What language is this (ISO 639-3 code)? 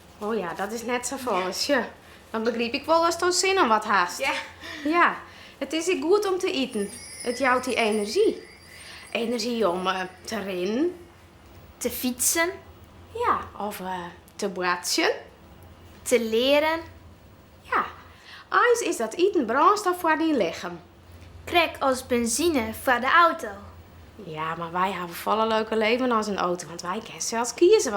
fry